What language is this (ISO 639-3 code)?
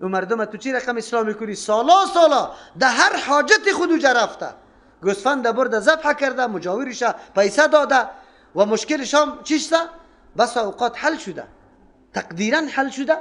fas